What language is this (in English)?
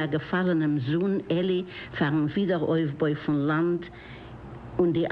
Yiddish